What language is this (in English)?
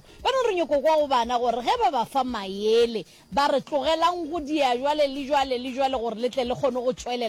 Northern Sotho